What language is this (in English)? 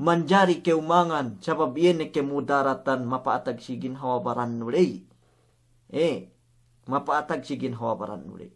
Yakan